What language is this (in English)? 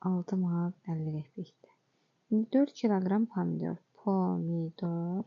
Azerbaijani